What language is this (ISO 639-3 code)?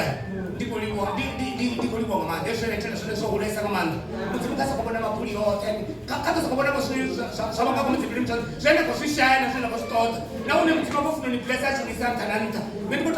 ven